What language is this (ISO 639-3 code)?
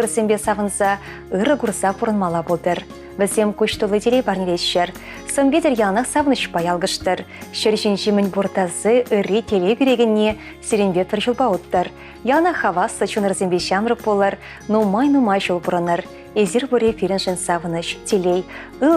chv